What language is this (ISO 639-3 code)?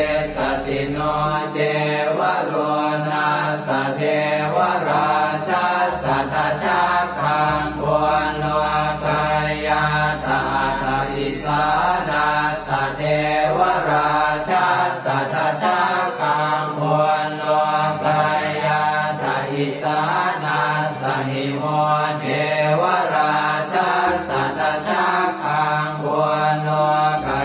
pli